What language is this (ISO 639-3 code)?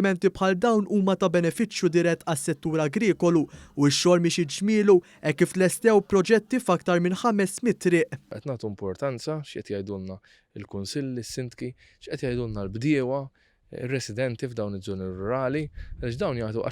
mlt